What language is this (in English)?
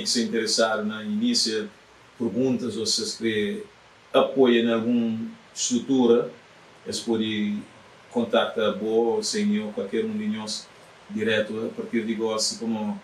Kabuverdianu